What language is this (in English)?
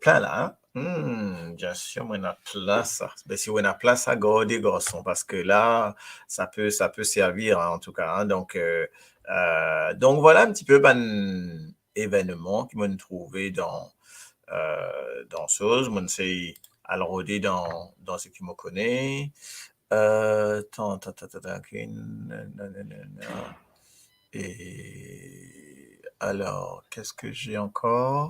Morisyen